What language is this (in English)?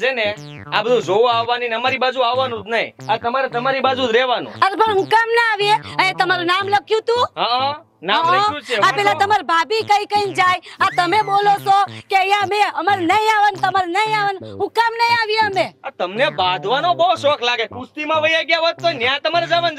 Gujarati